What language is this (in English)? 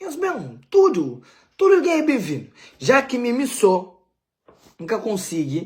Kabuverdianu